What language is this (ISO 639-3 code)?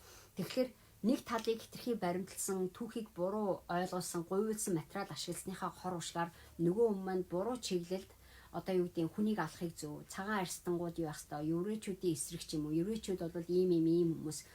mon